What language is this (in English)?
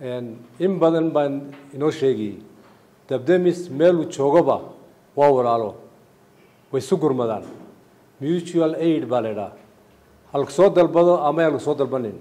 Somali